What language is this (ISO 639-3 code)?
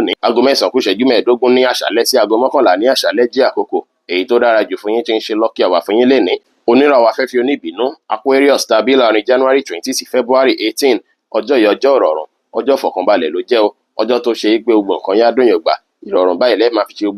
yor